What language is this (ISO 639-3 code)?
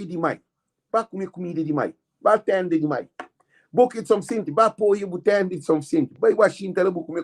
kea